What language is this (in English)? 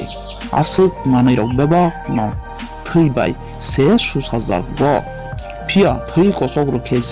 Kok Borok